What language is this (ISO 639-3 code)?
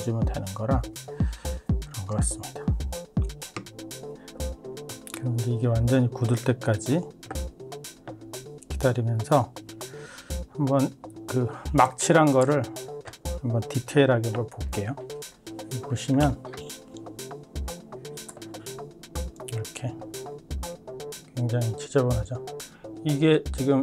kor